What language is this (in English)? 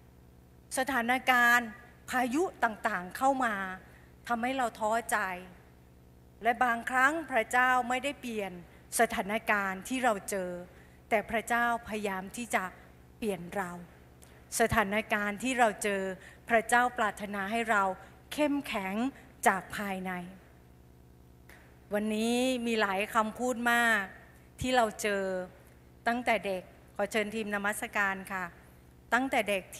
Thai